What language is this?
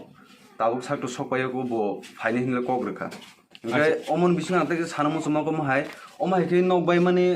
Kok Borok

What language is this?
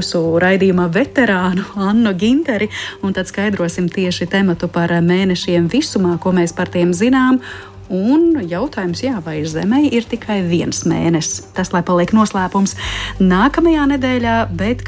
Latvian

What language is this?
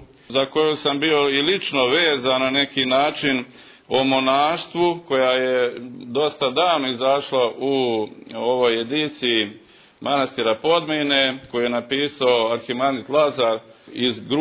Serbian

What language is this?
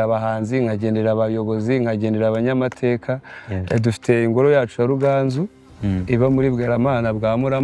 Kinyarwanda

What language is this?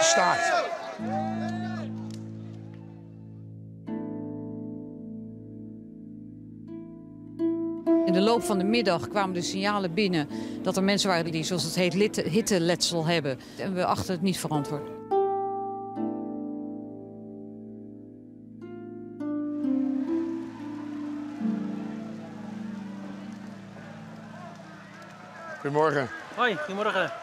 Dutch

